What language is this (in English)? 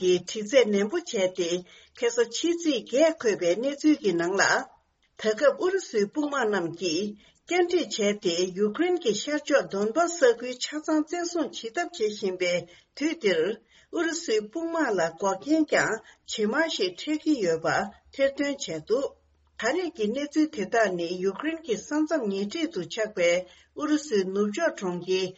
Tibetan